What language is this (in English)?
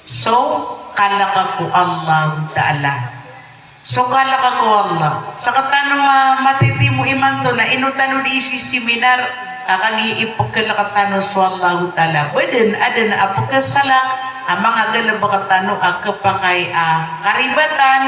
Maranao